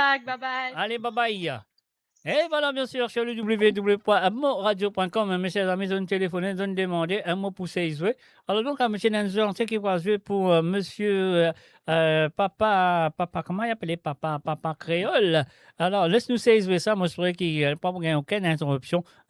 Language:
Morisyen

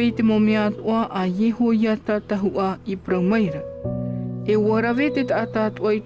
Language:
Tahitian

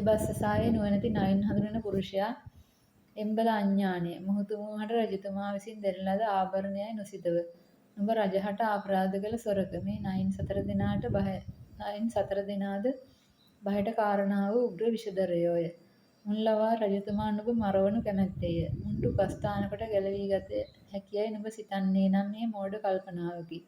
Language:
Sinhala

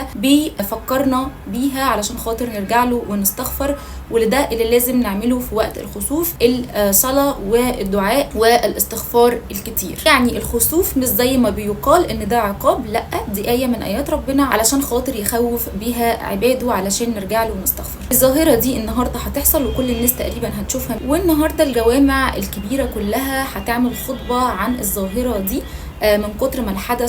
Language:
Egyptian Arabic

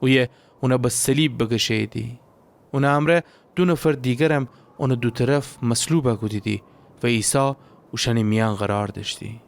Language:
Gilaki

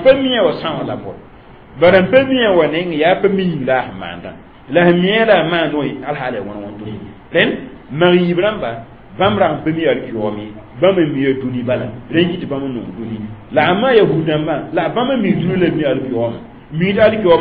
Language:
Mossi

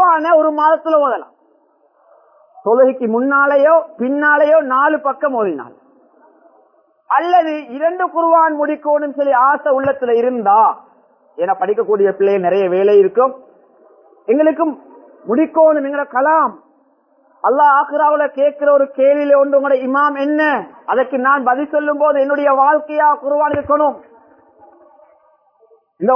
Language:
Tamil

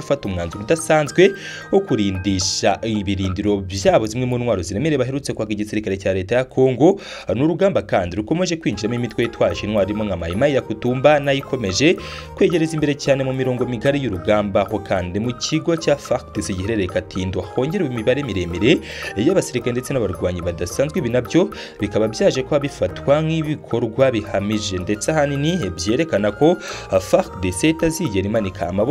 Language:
Kinyarwanda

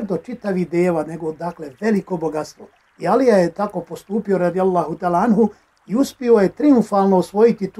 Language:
Bosnian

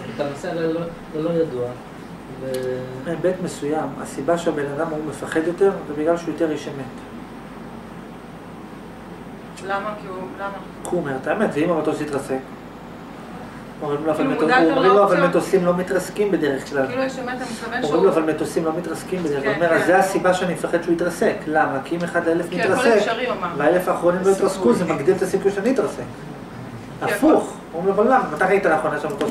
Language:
Hebrew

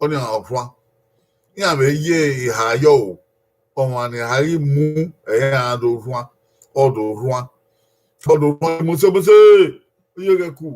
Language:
Bini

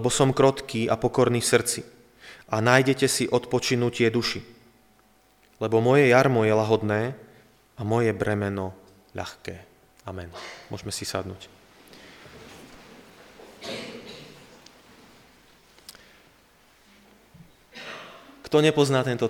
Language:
Slovak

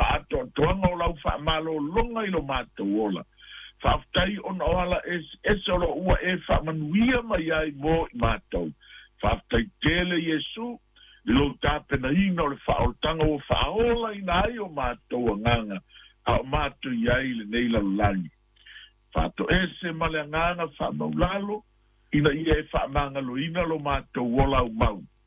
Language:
Samoan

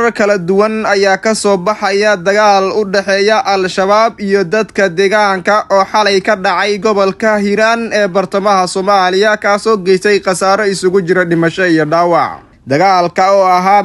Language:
Somali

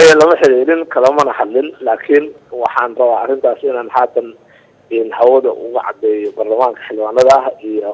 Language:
Somali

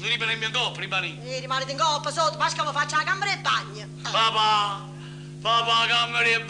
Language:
Neapolitan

